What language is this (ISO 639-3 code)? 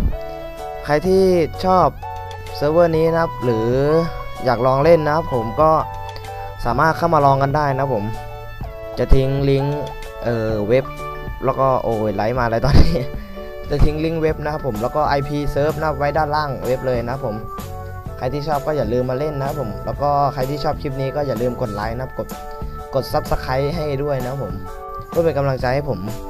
tha